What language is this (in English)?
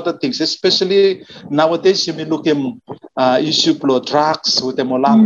Bislama